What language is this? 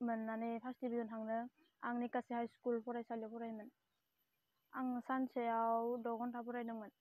Bodo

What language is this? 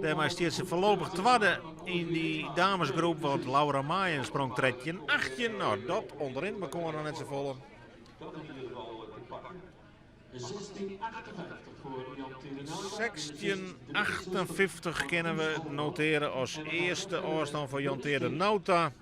Western Frisian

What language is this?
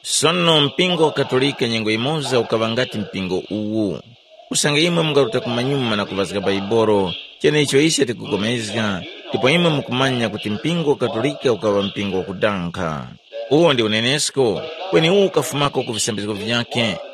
Tumbuka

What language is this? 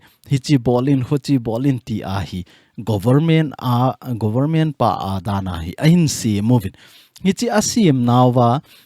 Thado Chin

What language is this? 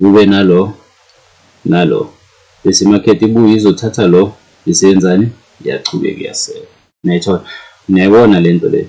Zulu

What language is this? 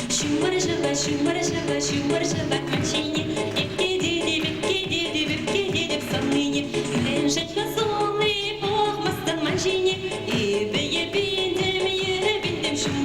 Chuvash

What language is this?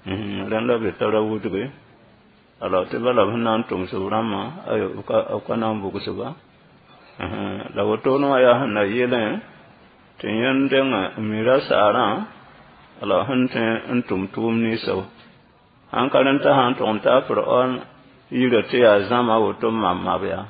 Mossi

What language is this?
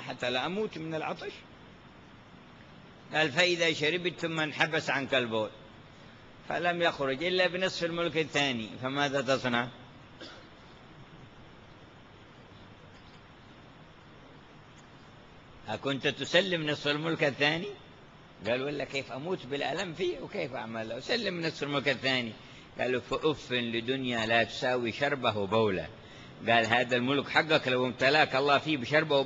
Arabic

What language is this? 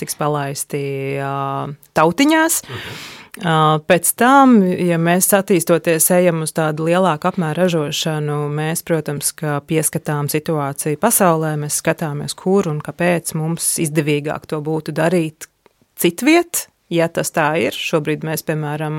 Latvian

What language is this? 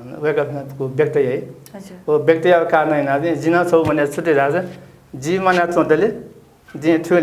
Newari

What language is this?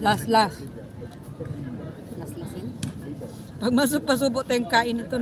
Filipino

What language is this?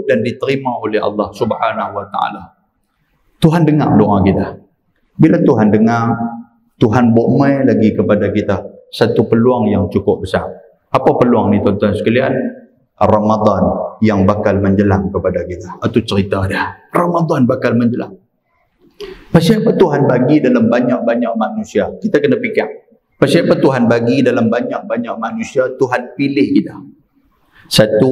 Malay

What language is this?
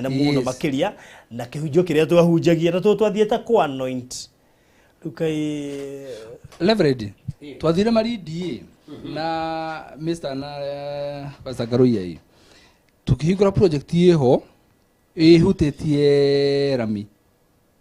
Kikuyu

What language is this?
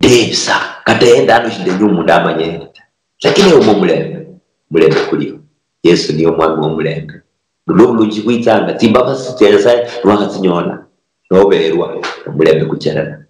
Luyia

